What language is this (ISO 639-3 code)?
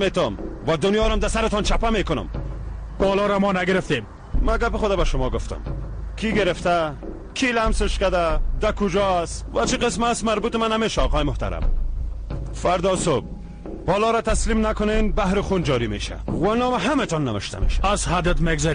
fas